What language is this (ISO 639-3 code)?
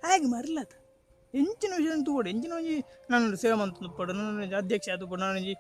tcy